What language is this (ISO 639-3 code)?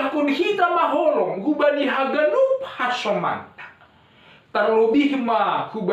bts